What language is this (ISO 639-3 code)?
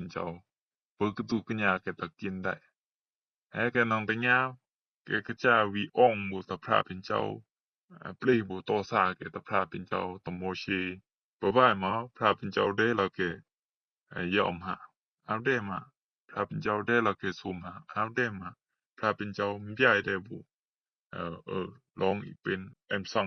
rbb